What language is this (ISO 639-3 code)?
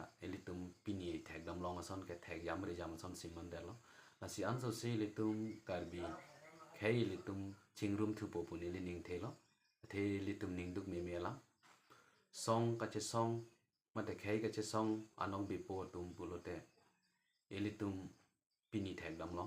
mjw